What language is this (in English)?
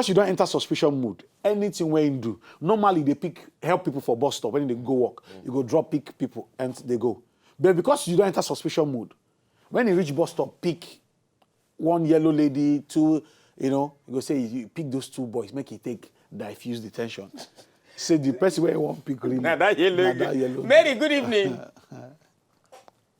Nigerian Pidgin